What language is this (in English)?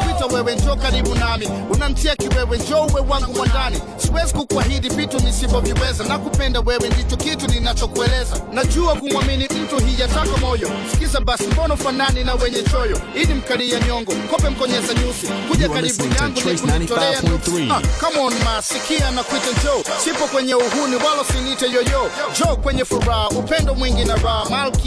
Swahili